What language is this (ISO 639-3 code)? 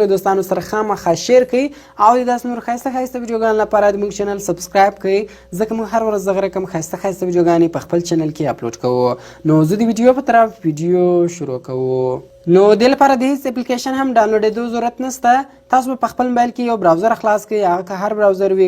pus